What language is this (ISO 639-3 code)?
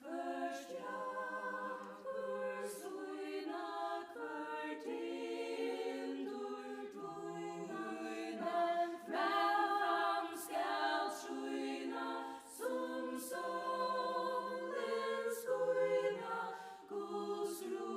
fao